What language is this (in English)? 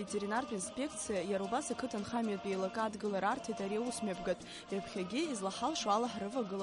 Abkhazian